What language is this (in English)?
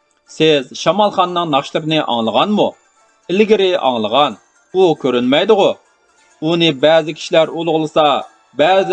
Uyghur